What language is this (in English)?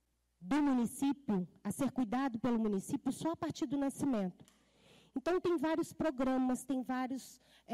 Portuguese